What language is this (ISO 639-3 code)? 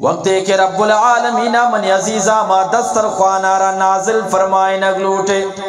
bgp